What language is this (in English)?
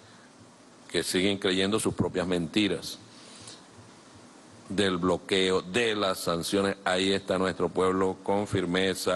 Spanish